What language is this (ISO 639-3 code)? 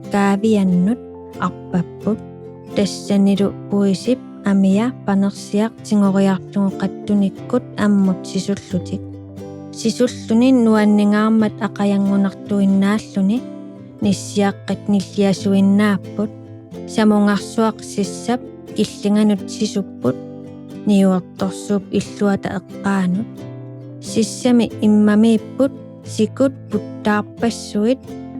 kal